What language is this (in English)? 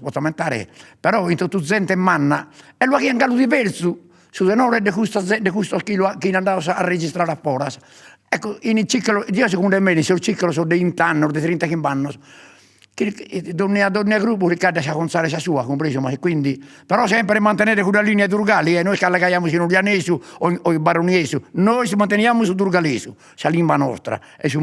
Sardinian